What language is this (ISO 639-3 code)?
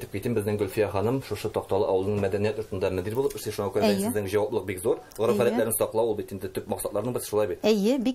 tat